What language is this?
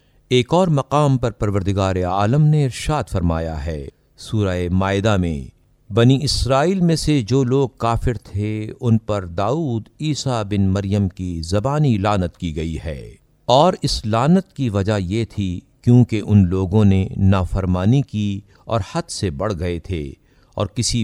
Urdu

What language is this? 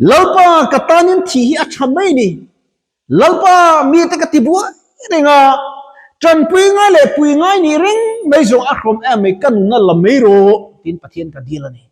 Mizo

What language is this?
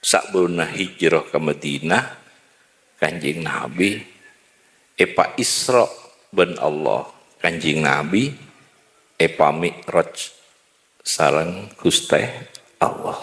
Madurese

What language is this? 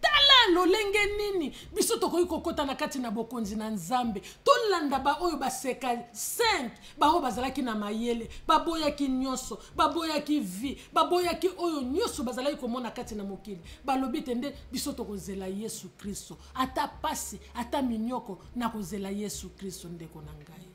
Lingala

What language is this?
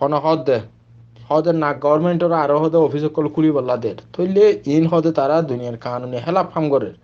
Rohingya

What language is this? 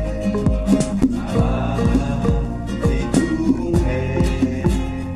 Kinyarwanda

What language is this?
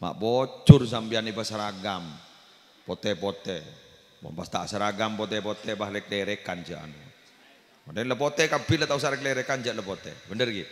Madurese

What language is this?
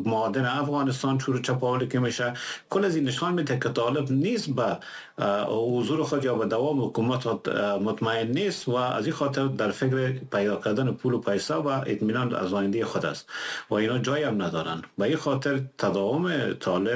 Persian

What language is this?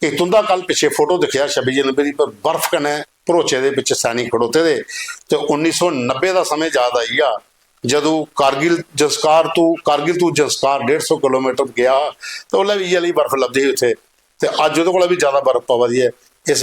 Dogri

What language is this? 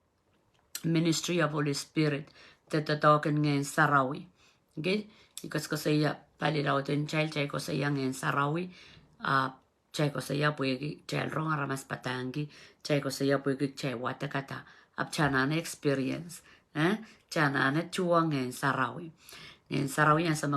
Pohnpeian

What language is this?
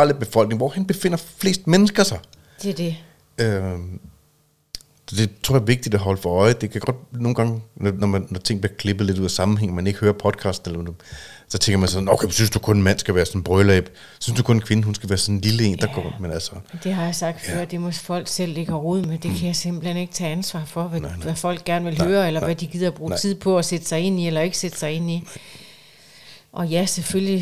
Danish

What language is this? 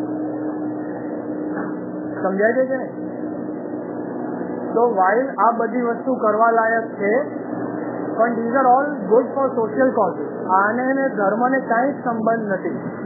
Gujarati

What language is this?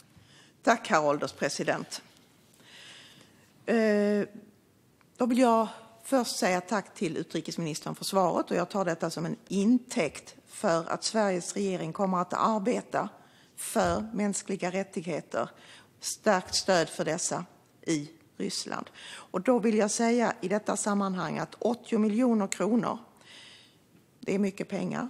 Swedish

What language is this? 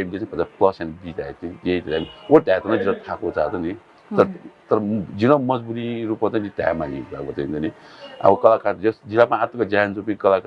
Newari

